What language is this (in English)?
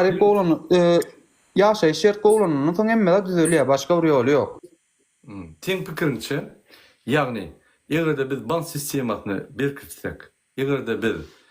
Turkmen